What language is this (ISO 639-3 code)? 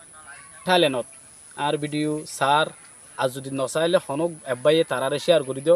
rhg